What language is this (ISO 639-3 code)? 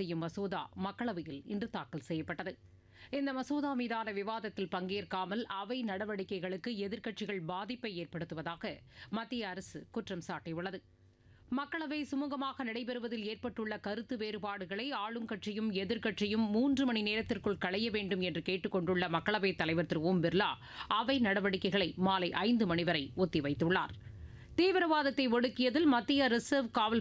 tam